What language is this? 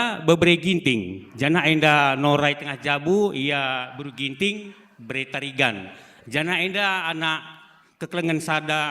Batak Karo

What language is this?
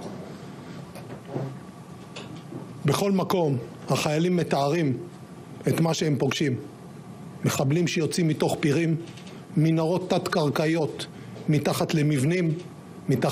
Hebrew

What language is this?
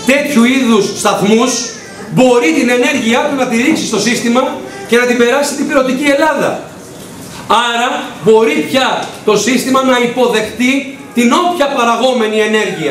Greek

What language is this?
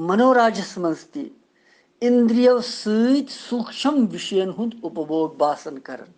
Kashmiri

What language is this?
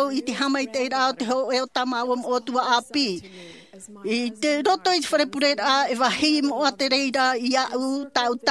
Tahitian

